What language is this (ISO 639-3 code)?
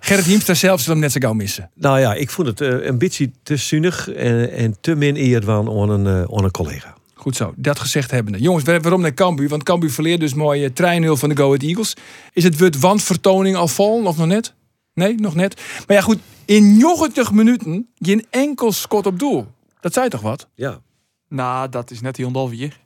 fry